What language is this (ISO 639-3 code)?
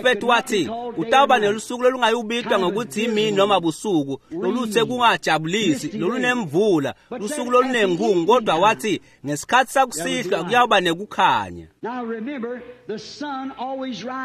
ssw